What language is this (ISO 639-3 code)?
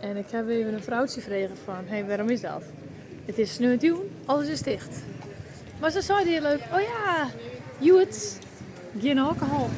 fry